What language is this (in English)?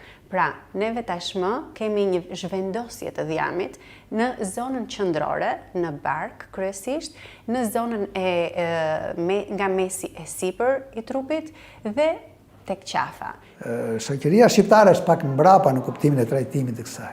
Albanian